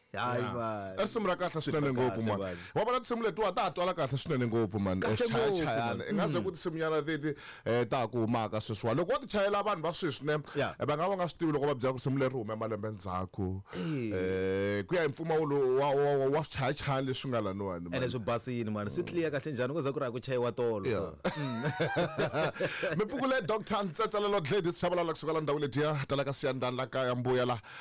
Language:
Tsonga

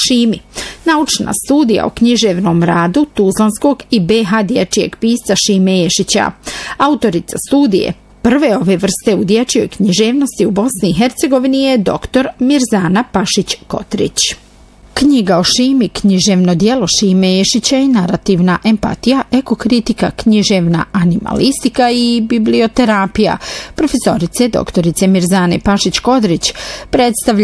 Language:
Bosnian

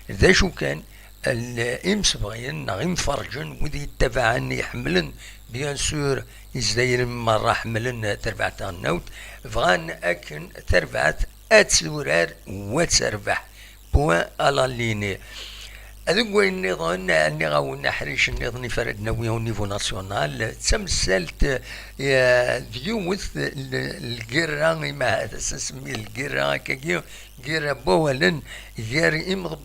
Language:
Kabyle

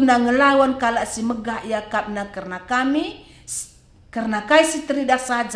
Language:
Batak Karo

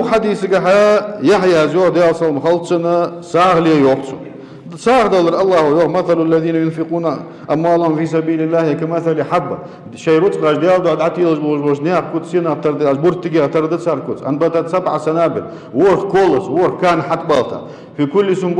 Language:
Ingush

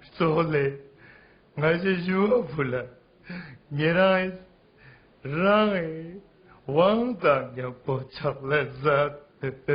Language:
Ladakhi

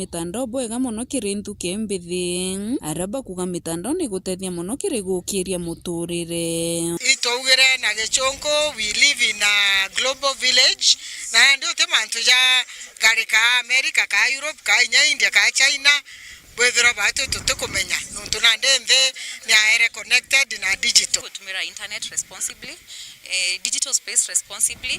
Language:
Meru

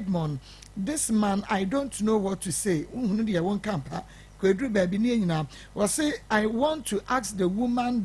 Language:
Akan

